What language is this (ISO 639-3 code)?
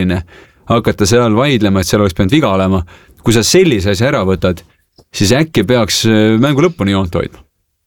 est